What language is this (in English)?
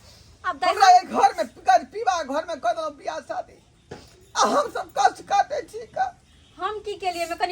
Maithili